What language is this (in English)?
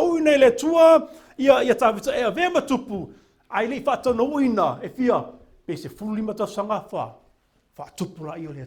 Samoan